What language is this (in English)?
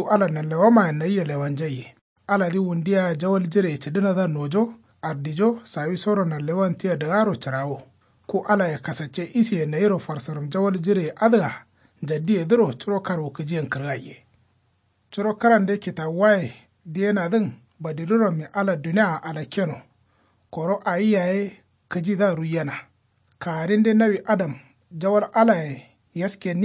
Kanuri